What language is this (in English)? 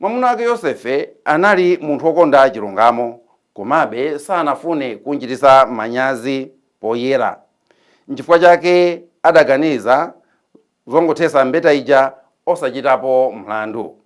Nyanja